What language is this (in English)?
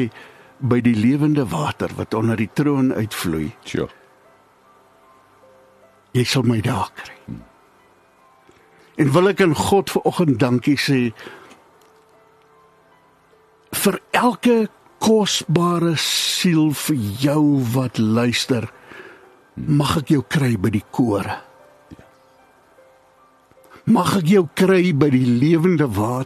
Afrikaans